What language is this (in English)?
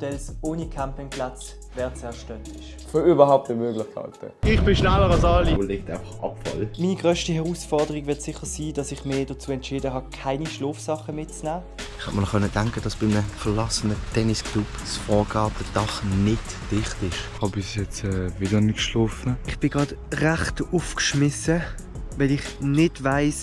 Swiss German